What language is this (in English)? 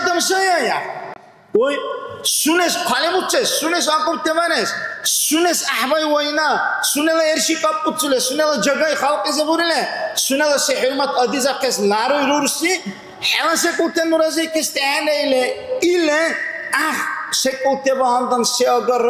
Dargwa